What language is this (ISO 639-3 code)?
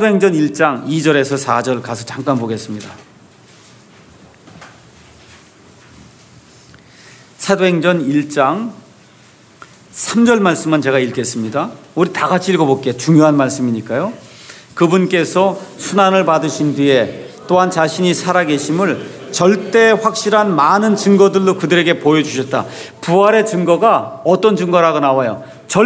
kor